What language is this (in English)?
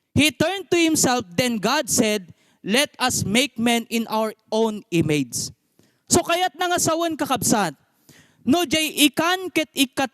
Iloko